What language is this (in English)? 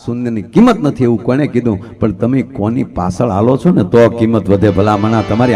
Gujarati